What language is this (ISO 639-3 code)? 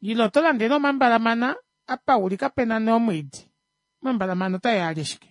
kua